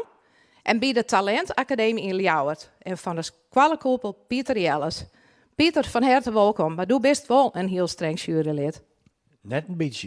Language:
Western Frisian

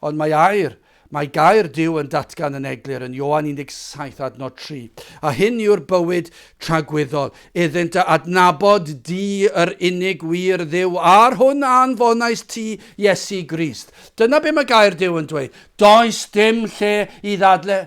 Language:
Welsh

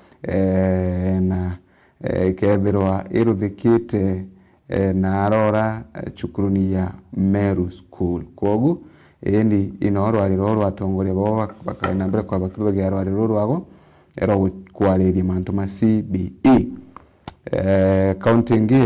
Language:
Meru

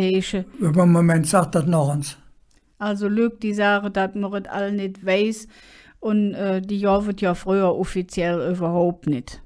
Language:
Colognian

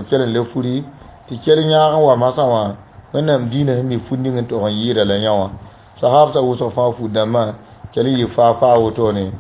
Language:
Mossi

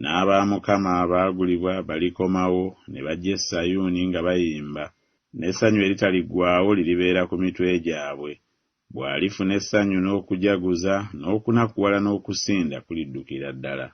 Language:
Ganda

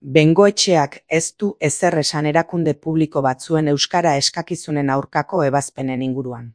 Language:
Basque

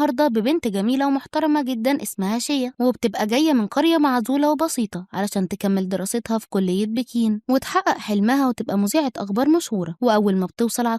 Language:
Egyptian Arabic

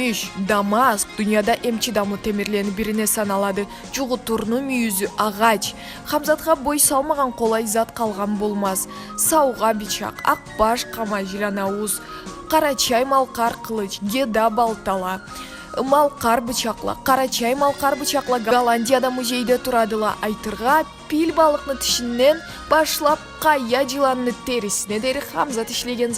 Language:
Karachay-Balkar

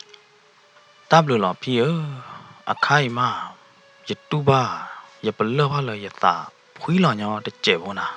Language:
S'gaw Karen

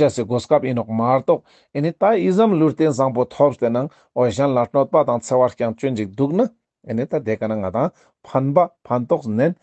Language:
Ladakhi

